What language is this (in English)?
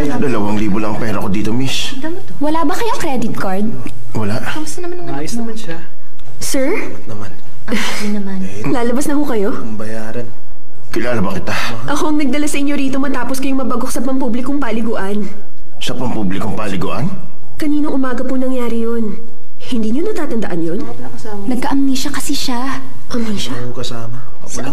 Filipino